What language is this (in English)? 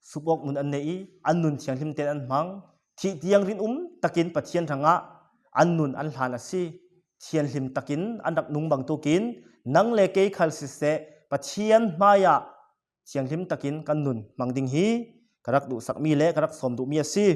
Falam Chin